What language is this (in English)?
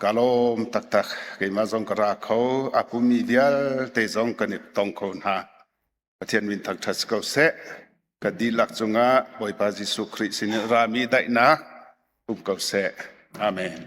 Hakha Chin